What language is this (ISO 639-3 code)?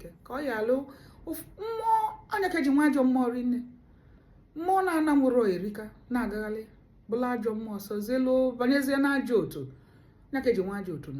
ibo